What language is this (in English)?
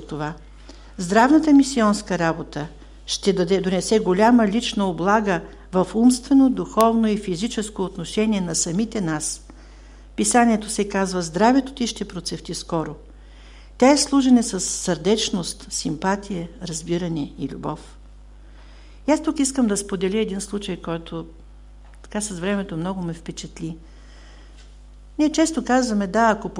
Bulgarian